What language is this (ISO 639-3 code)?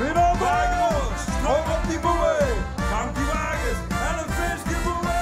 lim